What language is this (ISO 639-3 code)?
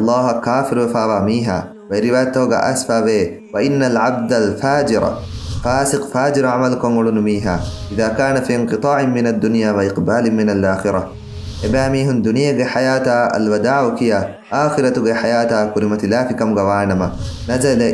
div